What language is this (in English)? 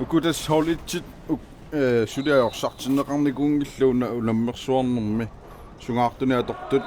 Kalaallisut